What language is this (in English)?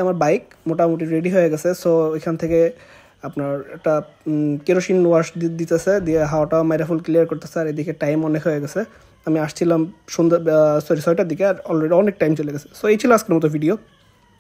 Bangla